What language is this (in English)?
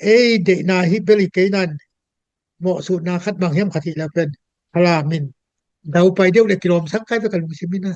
Tedim Chin